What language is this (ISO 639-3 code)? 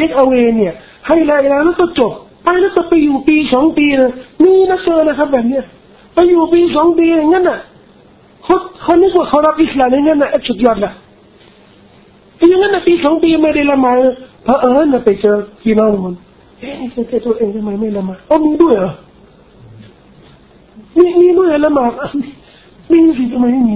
tha